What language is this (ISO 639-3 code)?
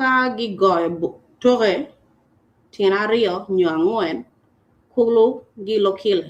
ach